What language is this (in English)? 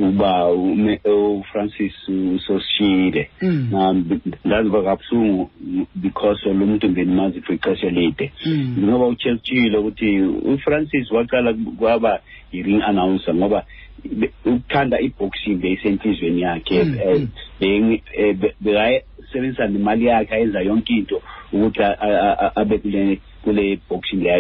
Xhosa